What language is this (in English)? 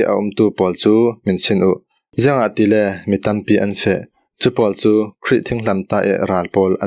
Falam Chin